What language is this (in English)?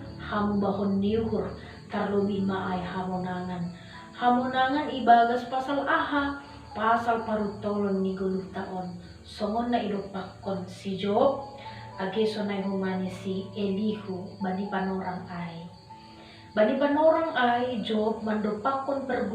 Batak Simalungun